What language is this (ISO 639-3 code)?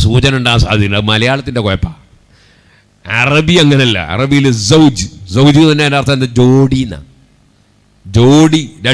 mal